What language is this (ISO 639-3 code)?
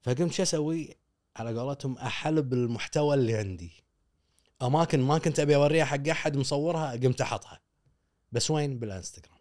afb